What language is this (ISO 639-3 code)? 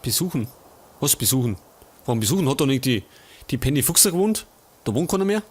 bar